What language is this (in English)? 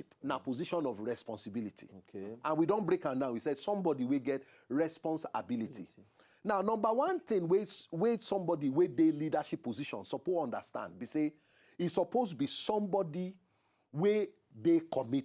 Nigerian Pidgin